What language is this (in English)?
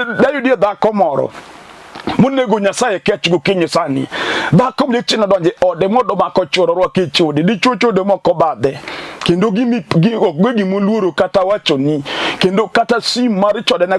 Luo (Kenya and Tanzania)